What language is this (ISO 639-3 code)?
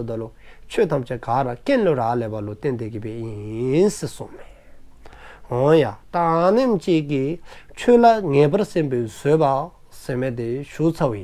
dzo